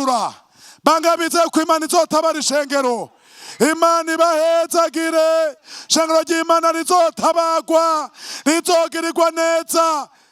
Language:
Rundi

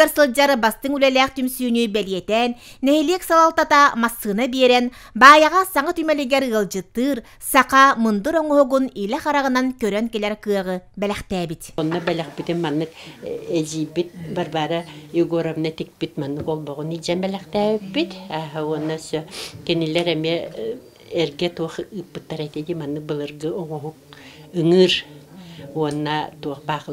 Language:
Yakut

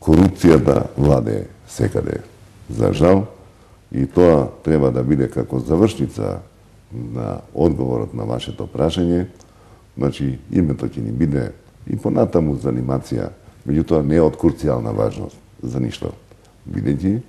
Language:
Macedonian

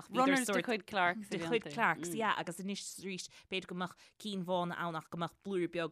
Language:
Irish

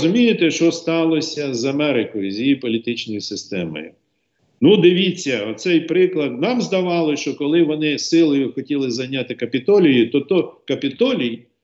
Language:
Ukrainian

